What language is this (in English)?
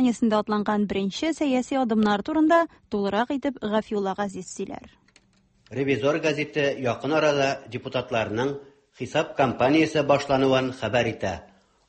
Tatar